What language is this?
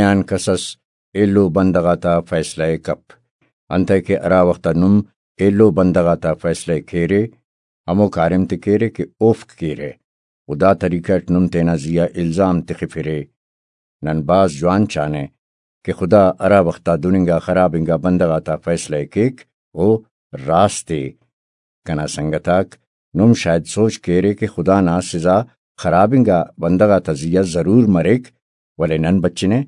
Brahui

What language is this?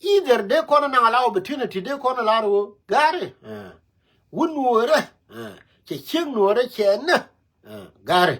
Nuer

